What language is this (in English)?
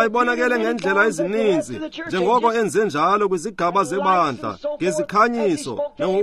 Xhosa